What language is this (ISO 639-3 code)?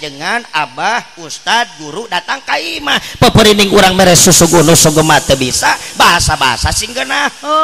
sun